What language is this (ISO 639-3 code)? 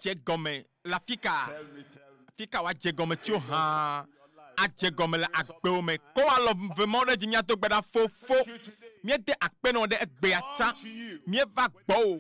ewe